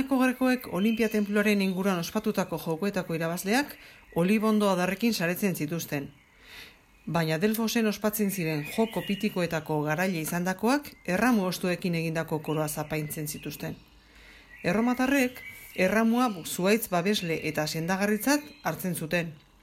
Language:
Basque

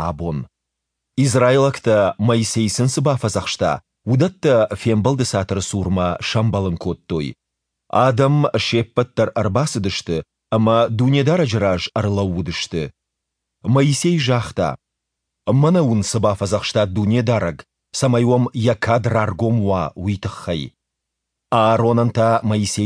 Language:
Ossetic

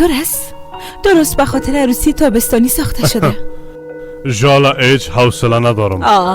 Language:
Persian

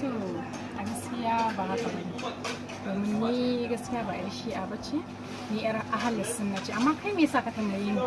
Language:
Hausa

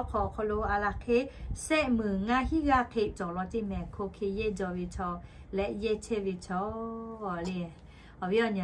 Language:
Lahu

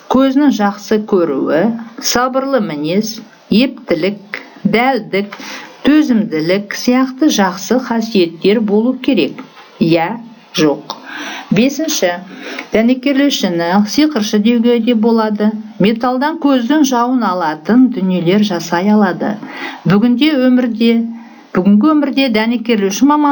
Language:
Kazakh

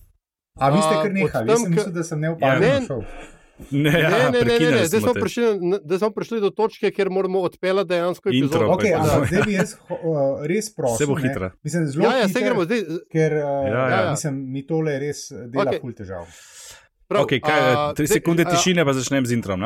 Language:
Slovenian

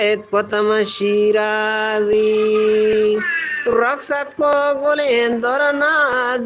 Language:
Eastern Balochi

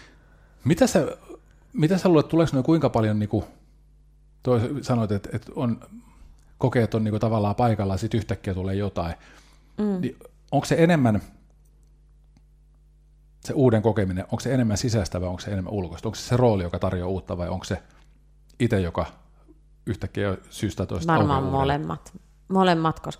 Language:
Finnish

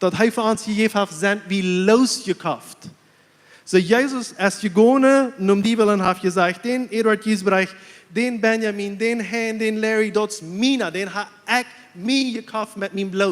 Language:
Plautdietsch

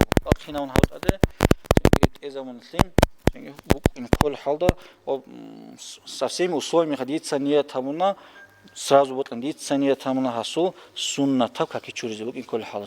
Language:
Avaric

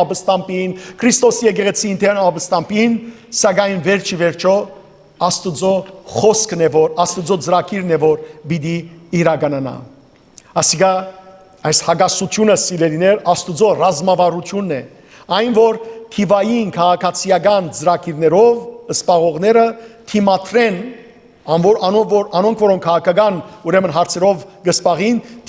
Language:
Western Armenian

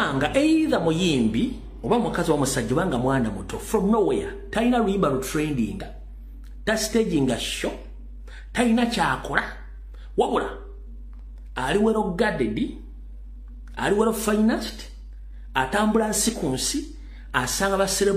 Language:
Ganda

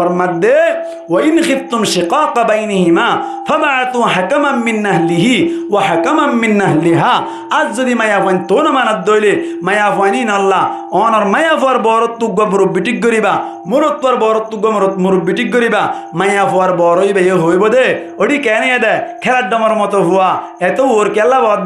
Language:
Rohingya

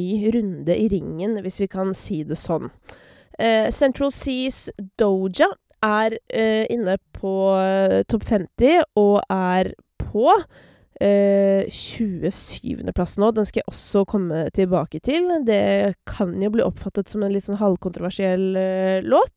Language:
Norwegian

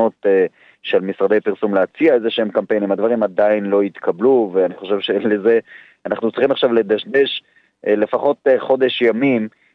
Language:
Hebrew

